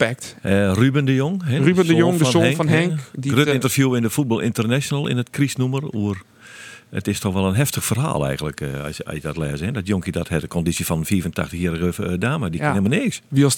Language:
Western Frisian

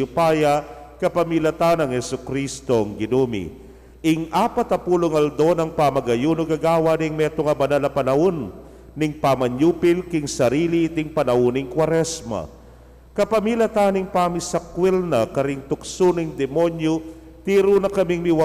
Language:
Pampanga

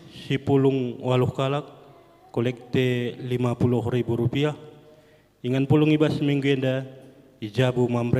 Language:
Batak Karo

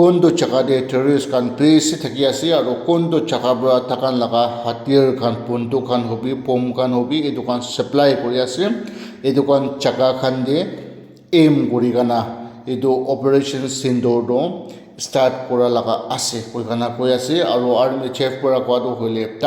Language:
Naga Pidgin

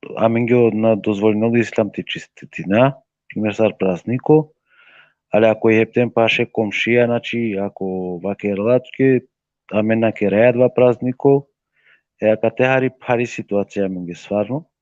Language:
Balkan Romani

